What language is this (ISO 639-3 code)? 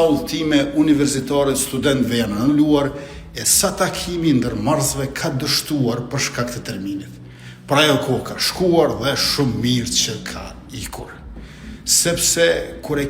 sqi